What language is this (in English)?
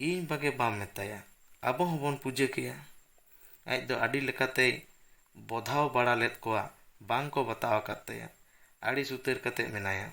Santali